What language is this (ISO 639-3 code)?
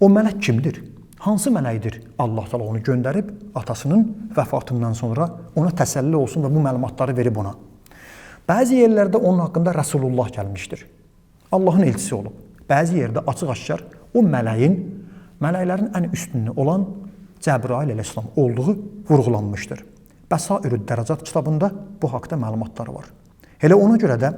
aze